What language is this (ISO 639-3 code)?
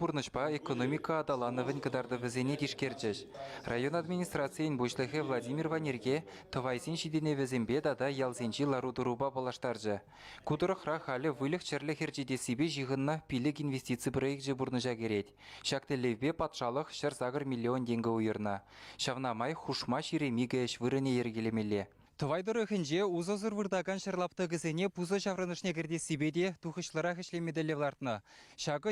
chv